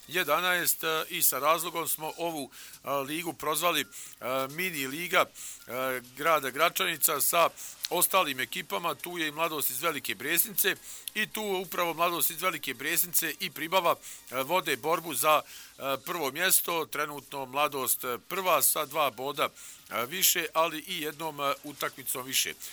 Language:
Bosnian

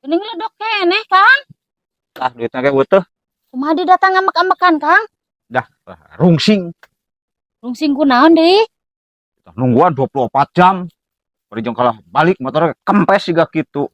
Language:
Sundanese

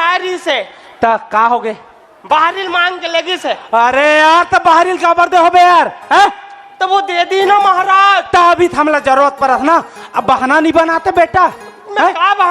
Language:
Chhattisgarhi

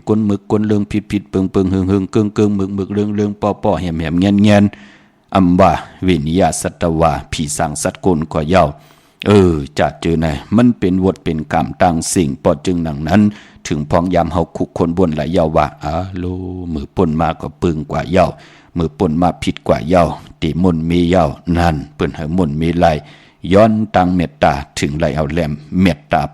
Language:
Shan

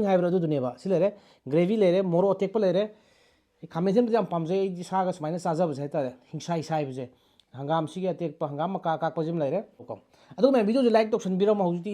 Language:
Manipuri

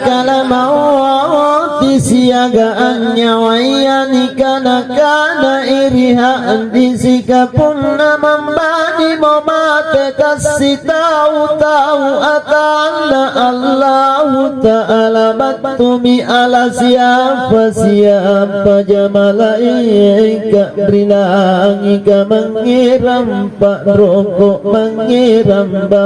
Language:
Makasar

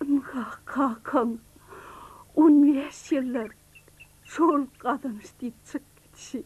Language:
Turkmen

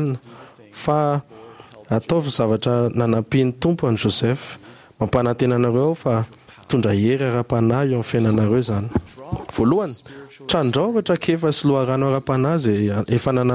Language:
Malagasy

